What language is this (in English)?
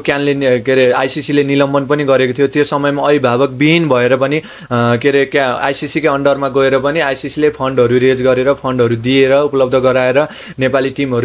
Nepali